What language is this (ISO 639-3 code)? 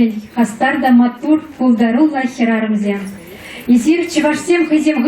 chv